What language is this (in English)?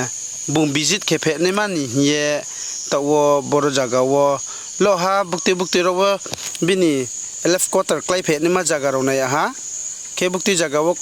Riang (India)